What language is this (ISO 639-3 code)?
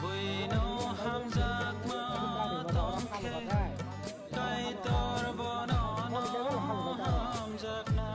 trp